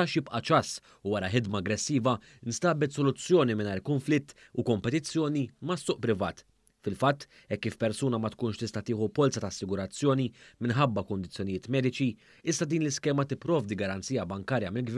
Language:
Maltese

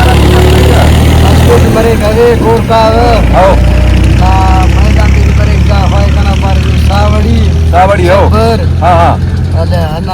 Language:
Brahui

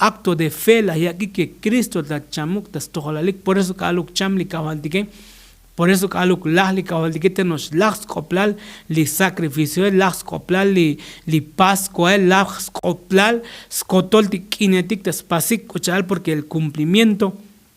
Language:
Tzotzil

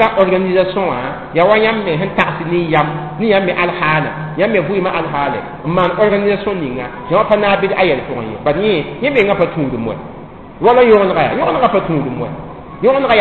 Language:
Mossi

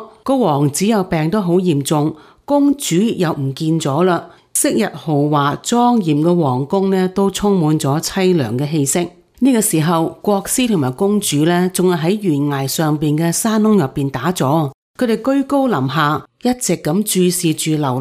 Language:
Cantonese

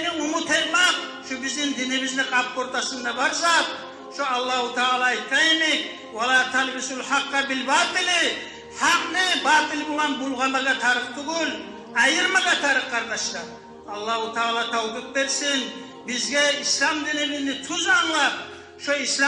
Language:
Kumyk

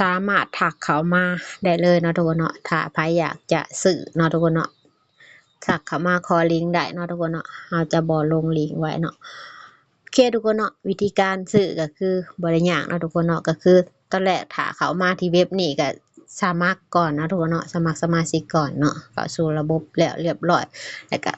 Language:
Lao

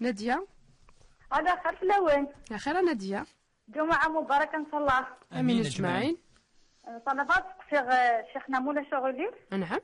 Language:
Kabyle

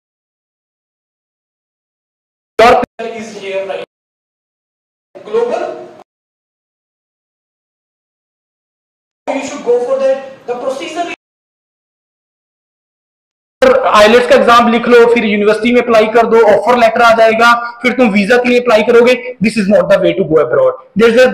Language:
Hindi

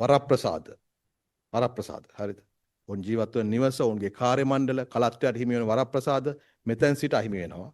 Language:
Sinhala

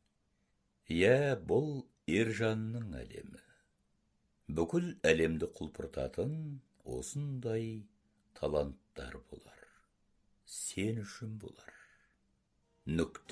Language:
Kazakh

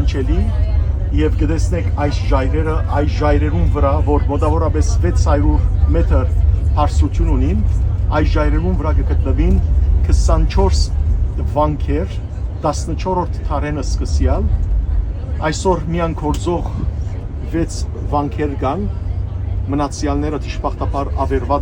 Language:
Western Armenian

